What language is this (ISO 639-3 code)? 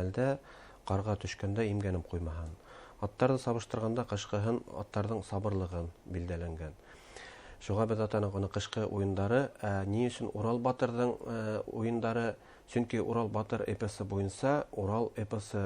bak